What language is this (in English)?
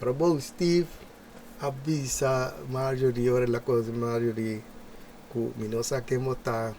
Papiamento